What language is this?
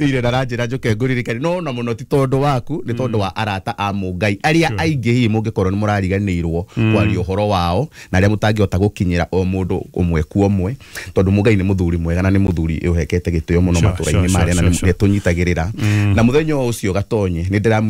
Kikuyu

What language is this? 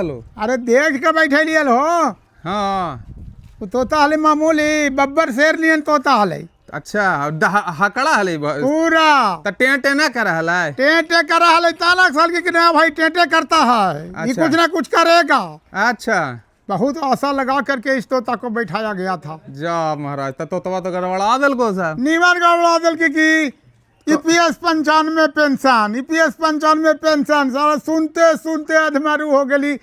Magahi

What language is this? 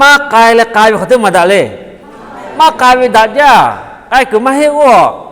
Lahu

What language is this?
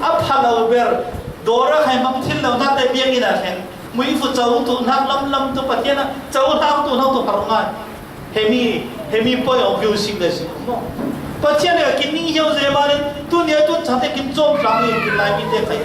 Falam Chin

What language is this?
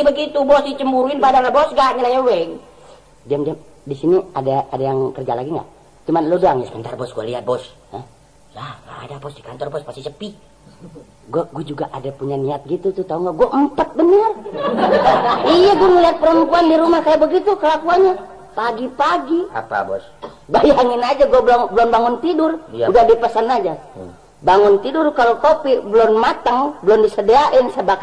Indonesian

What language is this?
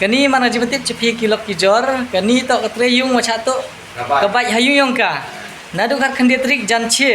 Khasi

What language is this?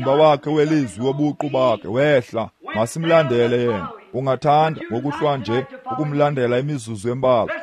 Xhosa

